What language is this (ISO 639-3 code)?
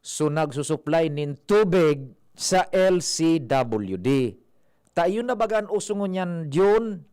bik